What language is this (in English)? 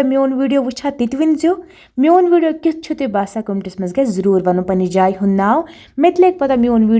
Kashmiri